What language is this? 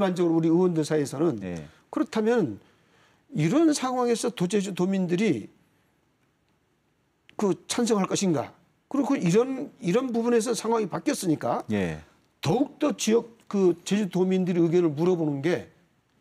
Korean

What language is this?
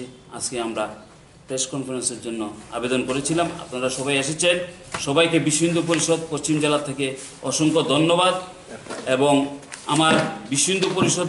Bangla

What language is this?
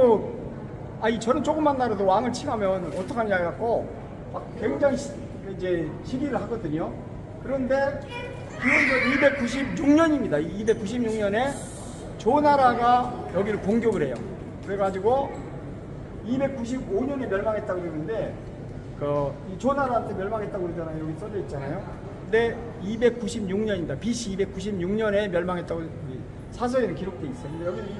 Korean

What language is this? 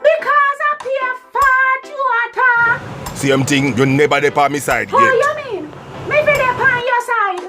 Jamaican Creole English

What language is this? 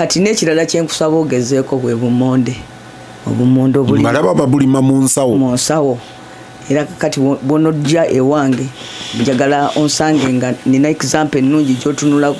Ganda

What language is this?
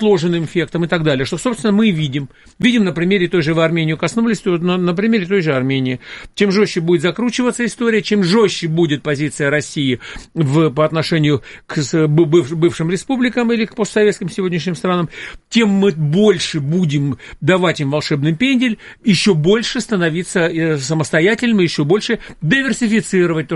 Russian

